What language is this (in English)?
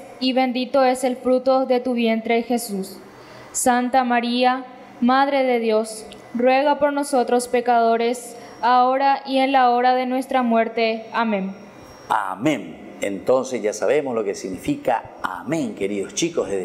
Spanish